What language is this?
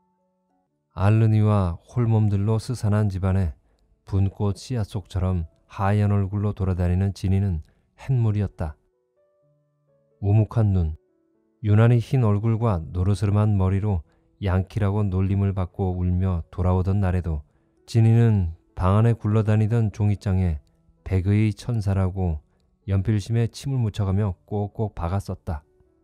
Korean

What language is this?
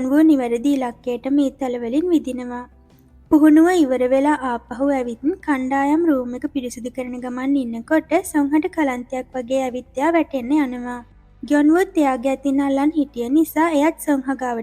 Sinhala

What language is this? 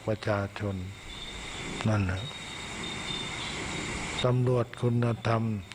Thai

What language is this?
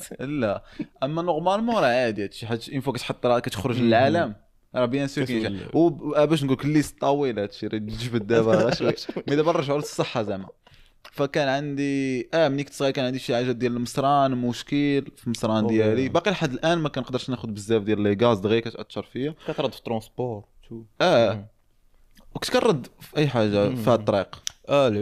Moroccan Arabic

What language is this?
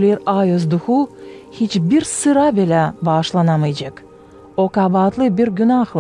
Gagauz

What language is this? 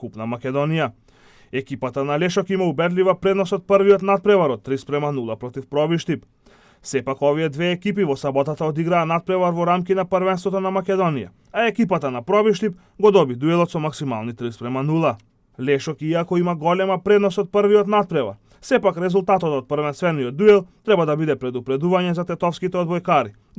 Macedonian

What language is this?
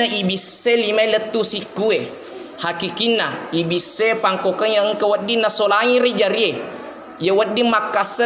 Buginese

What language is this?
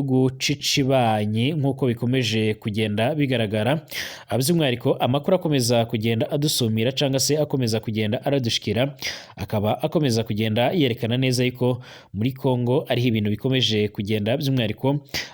Rundi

